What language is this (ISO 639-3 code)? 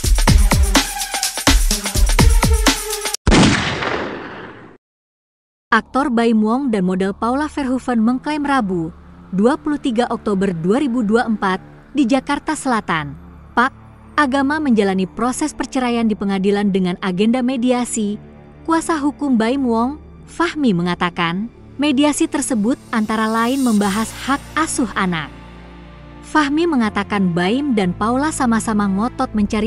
ind